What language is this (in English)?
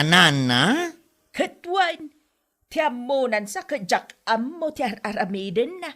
Iloko